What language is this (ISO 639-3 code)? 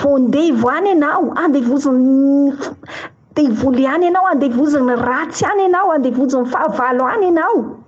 mlg